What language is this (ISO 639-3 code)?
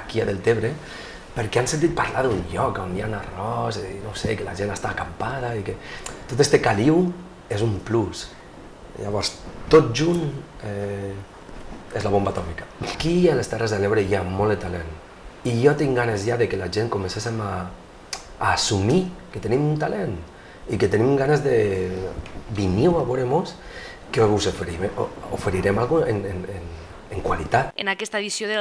cat